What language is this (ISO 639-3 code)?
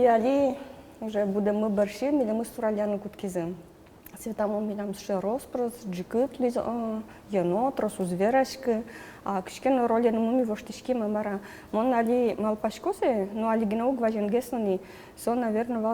udm